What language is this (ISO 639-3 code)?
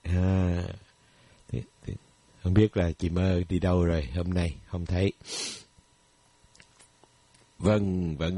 vie